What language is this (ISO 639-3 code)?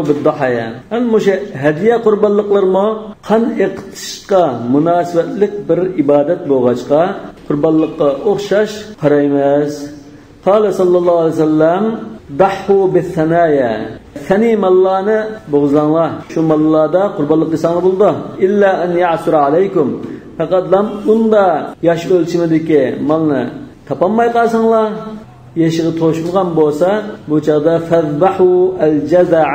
uig